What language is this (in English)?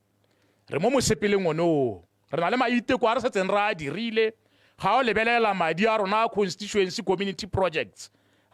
Tswana